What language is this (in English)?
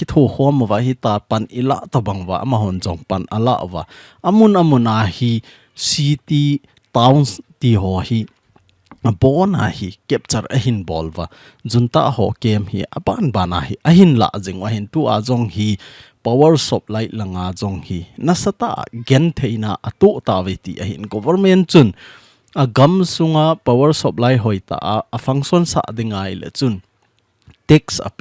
Thado Chin